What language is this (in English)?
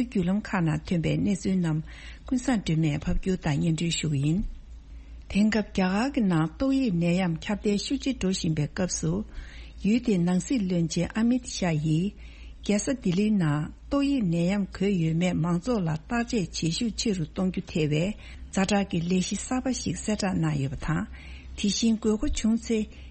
Tibetan